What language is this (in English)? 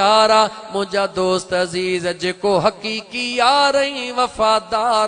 Sindhi